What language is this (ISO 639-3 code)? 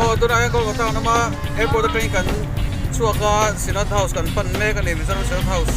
lus